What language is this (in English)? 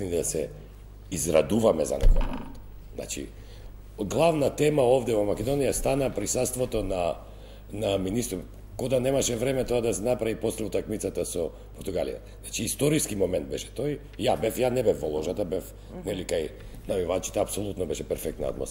Macedonian